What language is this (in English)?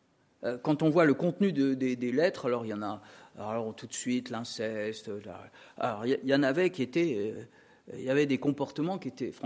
French